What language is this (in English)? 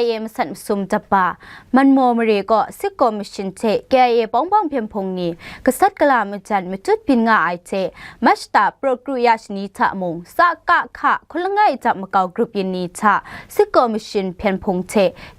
Kachin